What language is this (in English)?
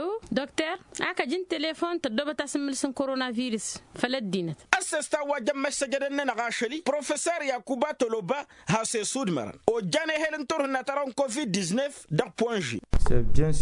Tamasheq